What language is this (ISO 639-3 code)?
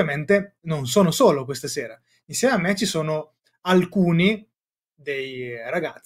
ita